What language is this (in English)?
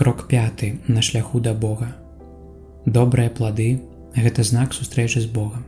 Belarusian